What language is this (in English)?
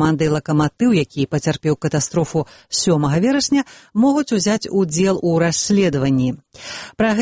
Belarusian